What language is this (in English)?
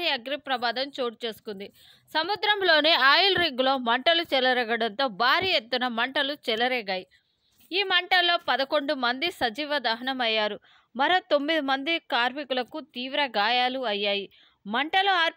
Telugu